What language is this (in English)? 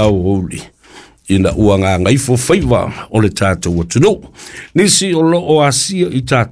Samoan